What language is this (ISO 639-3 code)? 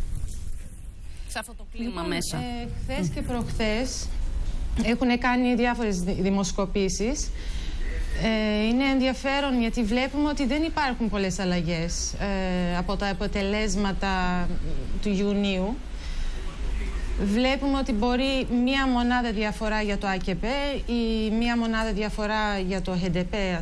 ell